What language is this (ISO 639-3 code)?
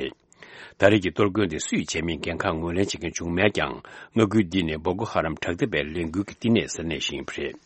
bod